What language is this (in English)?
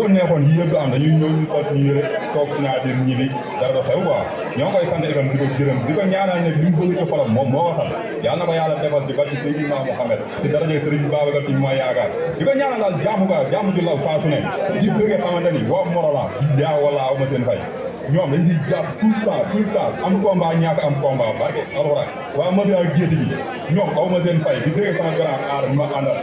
Wolof